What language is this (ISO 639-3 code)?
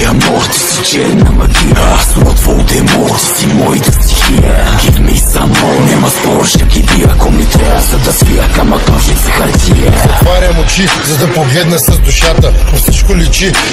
bul